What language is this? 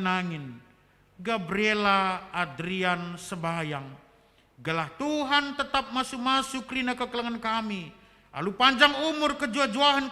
Batak Karo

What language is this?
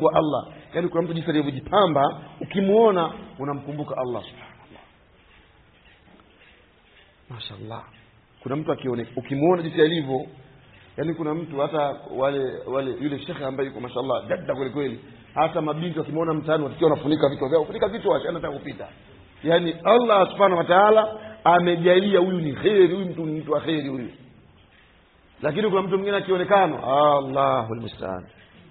Swahili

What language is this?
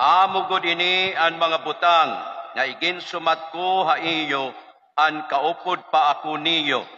Waray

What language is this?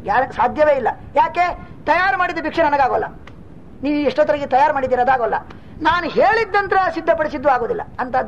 Kannada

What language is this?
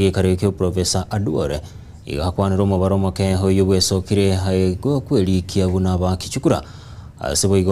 Gusii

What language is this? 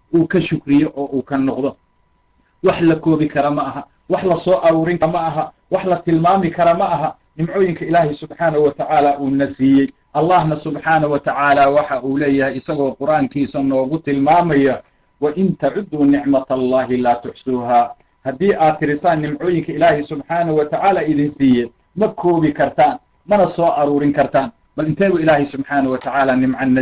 Somali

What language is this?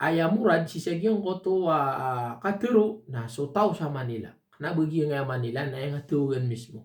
Maranao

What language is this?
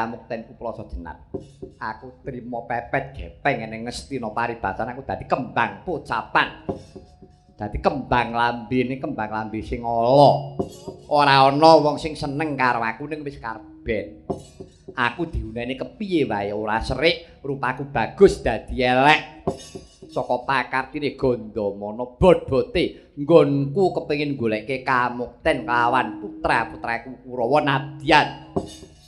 Javanese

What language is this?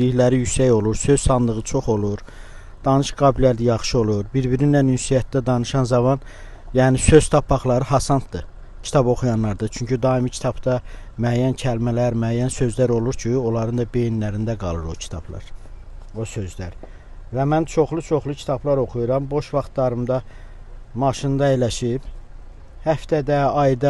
Azerbaijani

